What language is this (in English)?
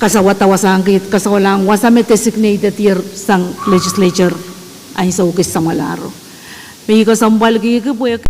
Pohnpeian